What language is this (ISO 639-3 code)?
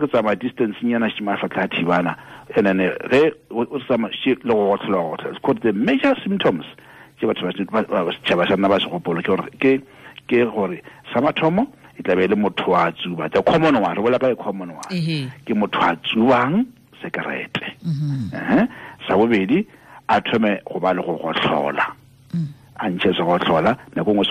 tsn